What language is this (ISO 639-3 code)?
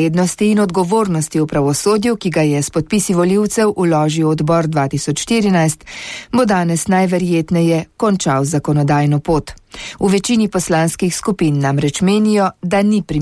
slv